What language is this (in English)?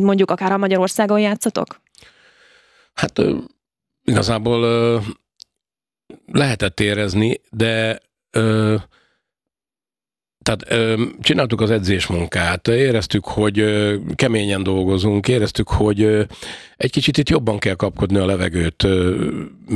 Hungarian